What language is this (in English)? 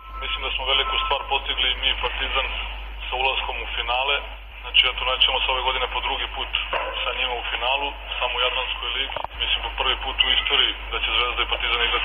Serbian